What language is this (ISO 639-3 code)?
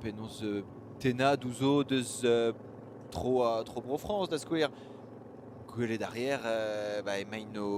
bre